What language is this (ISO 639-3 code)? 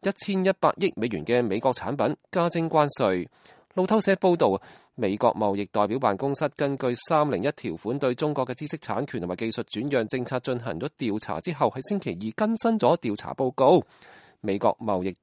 yue